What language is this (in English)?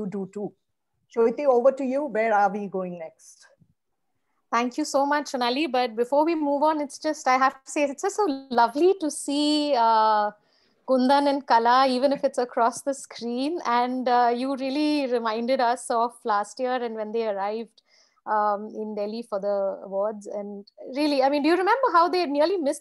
English